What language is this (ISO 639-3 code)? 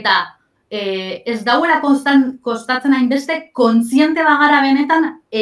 eus